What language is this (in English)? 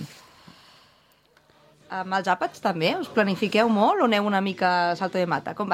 Catalan